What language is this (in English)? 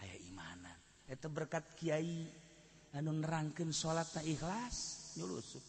Sundanese